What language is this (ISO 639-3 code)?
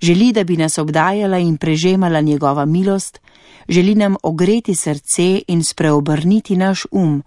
slv